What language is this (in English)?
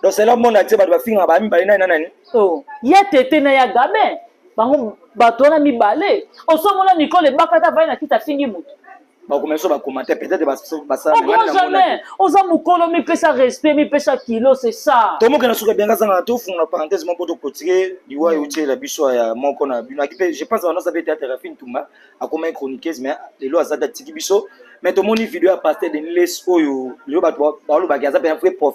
Lingala